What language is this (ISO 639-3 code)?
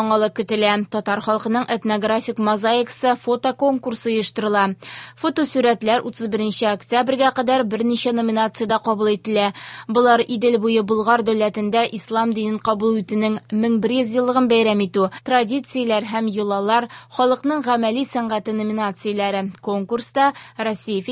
tat